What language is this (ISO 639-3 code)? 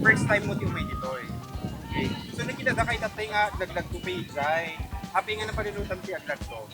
ilo